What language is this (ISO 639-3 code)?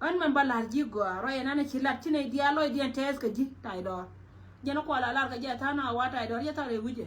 nus